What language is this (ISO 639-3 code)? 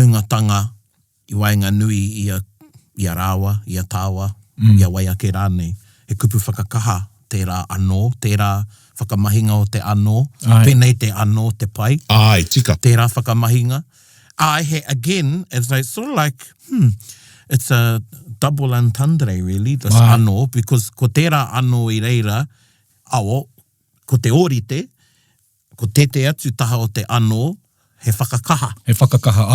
mri